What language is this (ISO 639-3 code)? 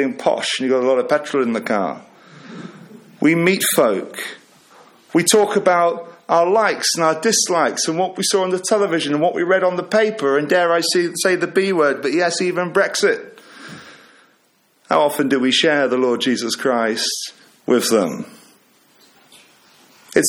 eng